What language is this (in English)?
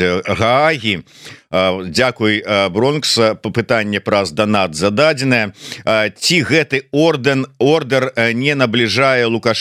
Belarusian